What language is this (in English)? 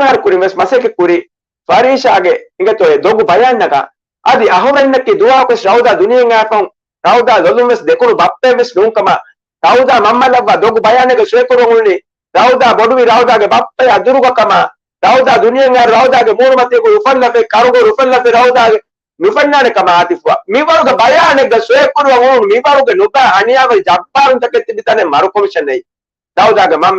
Divehi